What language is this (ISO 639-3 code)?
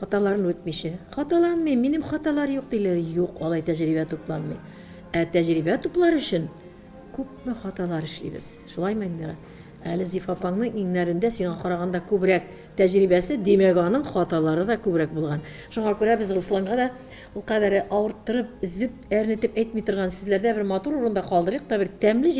tat